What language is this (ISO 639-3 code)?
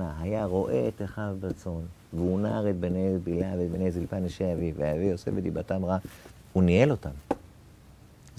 heb